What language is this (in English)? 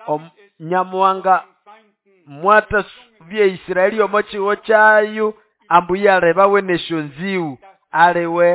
Nande